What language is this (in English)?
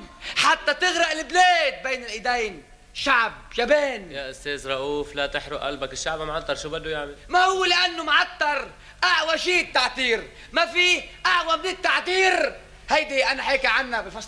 North Levantine Arabic